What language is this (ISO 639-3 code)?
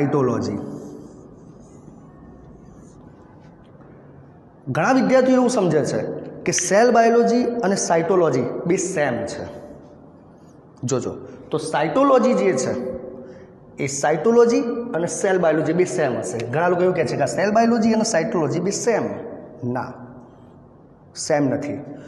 guj